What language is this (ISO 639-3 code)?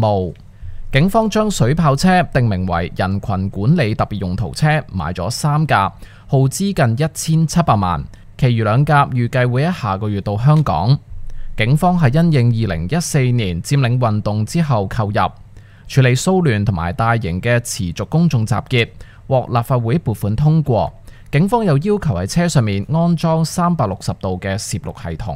yue